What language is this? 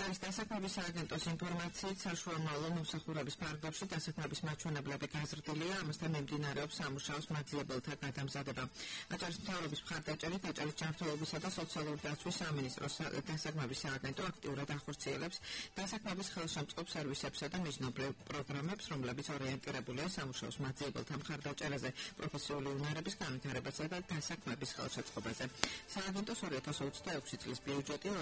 Georgian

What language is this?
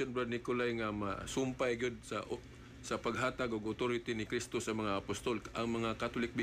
Cebuano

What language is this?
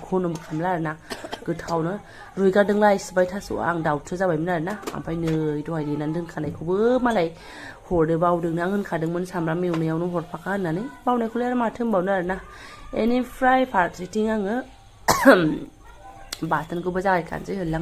Bodo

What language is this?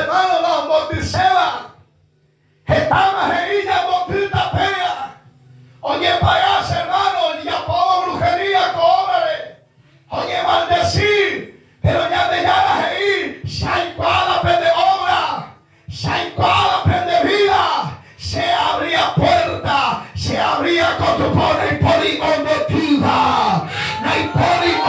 Guarani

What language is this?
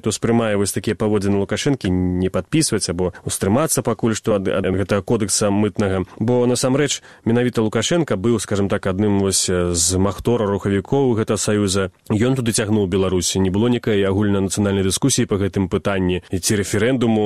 Belarusian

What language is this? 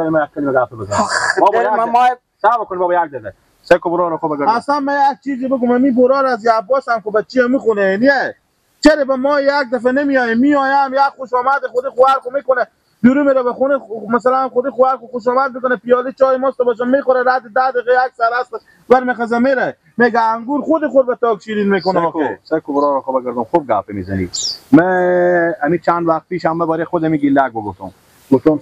Persian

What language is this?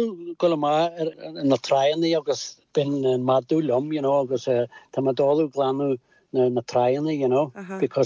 Irish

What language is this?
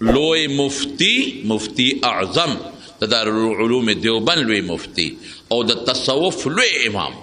Pashto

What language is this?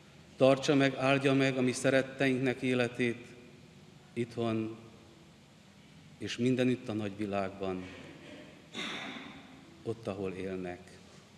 Hungarian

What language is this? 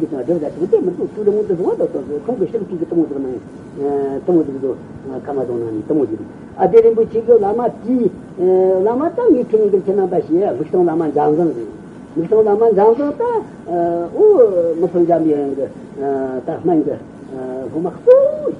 Tibetan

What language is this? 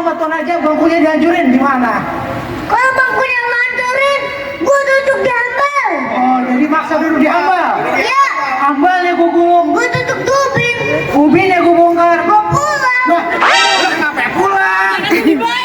Betawi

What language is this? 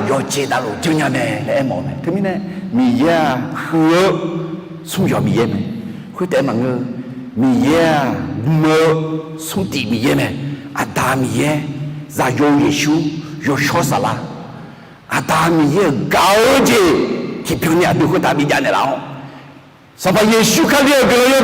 Akha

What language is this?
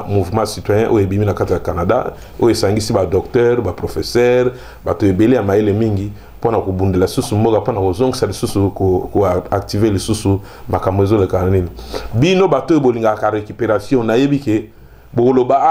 Lingala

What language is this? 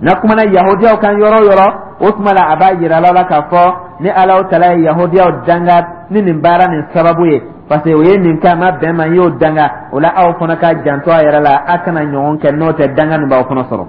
Dyula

